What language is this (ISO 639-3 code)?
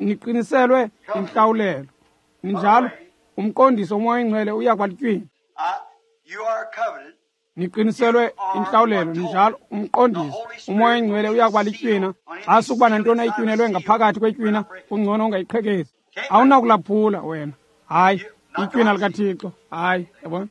xho